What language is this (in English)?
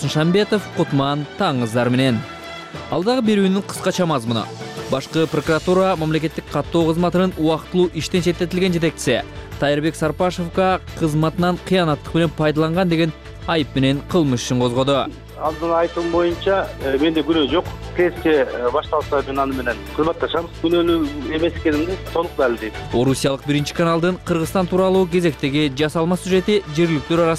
Kyrgyz